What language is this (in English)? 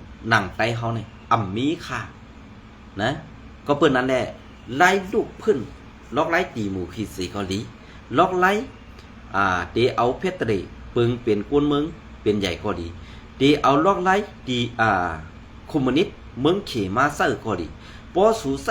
Shan